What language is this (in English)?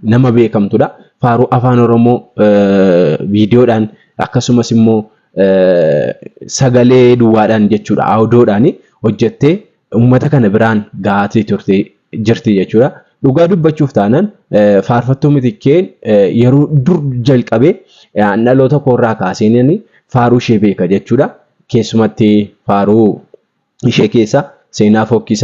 Oromo